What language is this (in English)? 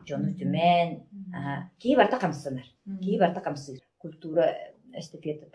Yakut